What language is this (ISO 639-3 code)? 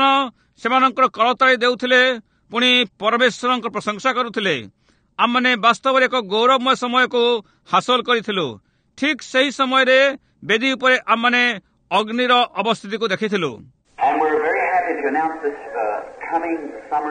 ori